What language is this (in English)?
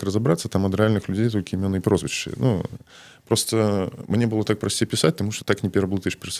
Belarusian